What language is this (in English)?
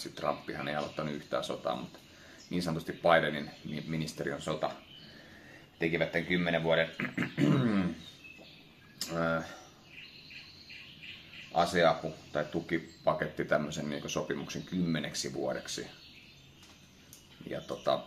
Finnish